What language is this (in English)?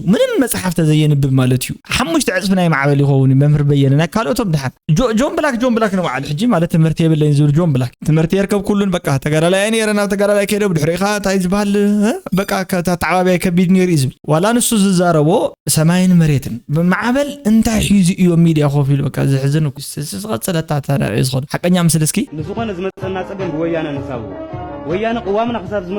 Tigrinya